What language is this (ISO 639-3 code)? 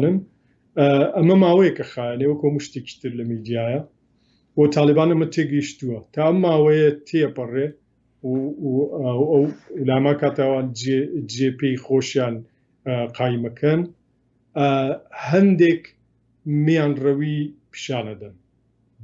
ckb